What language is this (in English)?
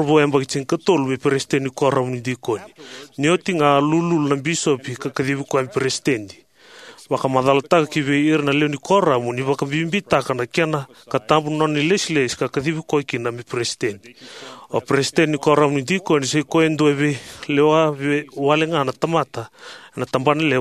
Fijian